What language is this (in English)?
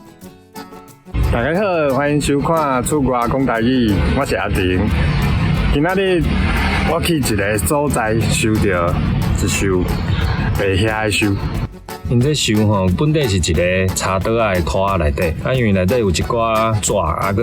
Min Nan Chinese